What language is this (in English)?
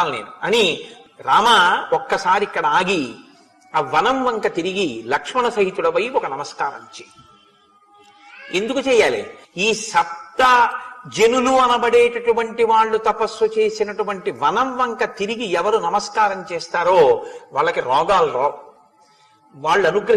Telugu